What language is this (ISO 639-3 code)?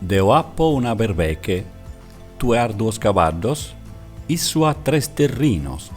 srd